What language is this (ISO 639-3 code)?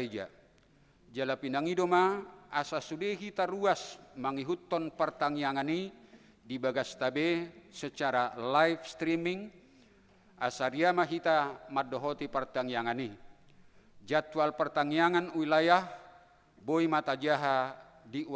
bbc